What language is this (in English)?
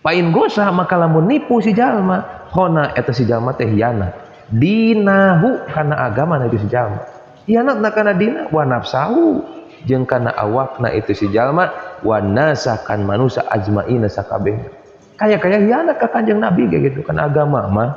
Sundanese